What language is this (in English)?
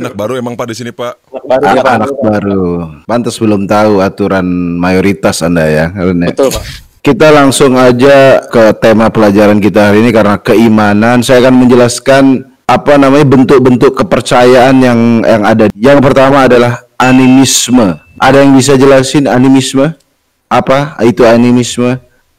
Indonesian